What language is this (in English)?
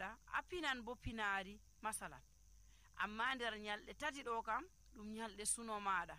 Nigerian Fulfulde